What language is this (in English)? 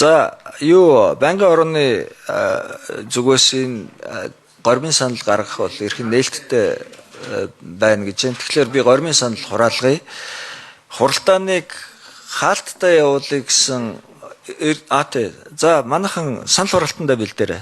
Mongolian